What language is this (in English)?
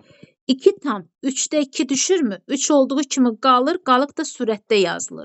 Azerbaijani